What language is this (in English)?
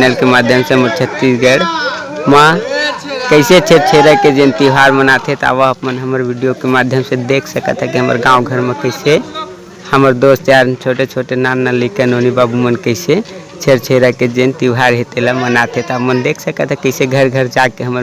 Chhattisgarhi